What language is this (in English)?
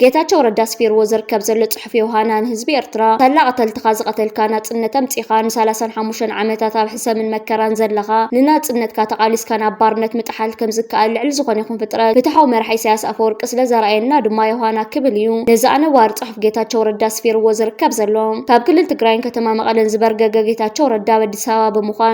Tigrinya